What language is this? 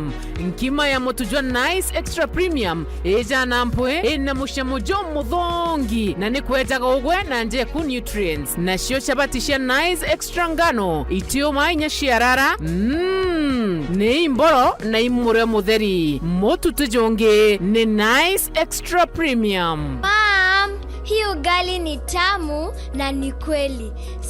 Meru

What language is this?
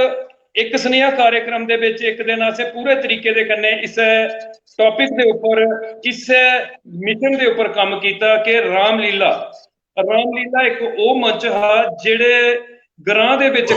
Dogri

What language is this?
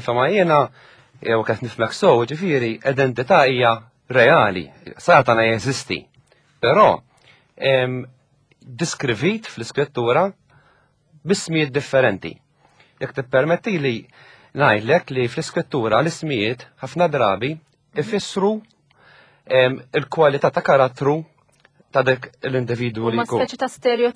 Maltese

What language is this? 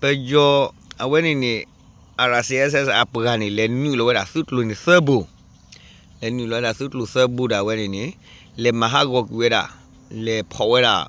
S'gaw Karen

